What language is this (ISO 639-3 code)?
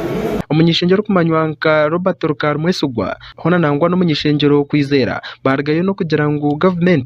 nyn